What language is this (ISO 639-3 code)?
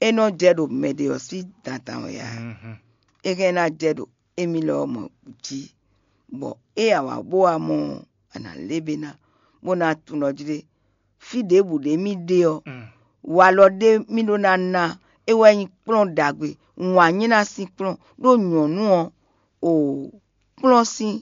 fon